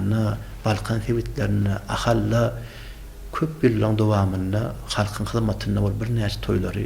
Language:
Turkmen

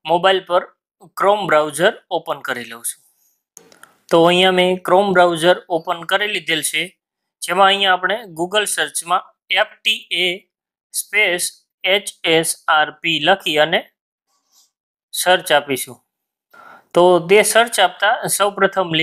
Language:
Gujarati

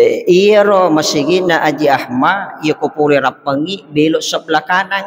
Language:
Buginese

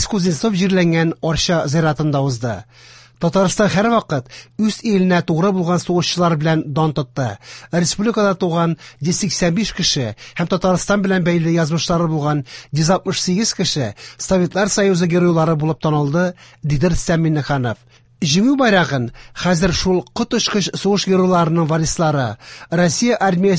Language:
Tatar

